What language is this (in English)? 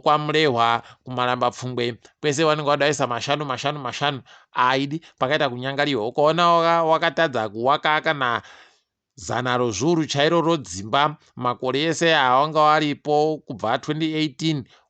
Ndau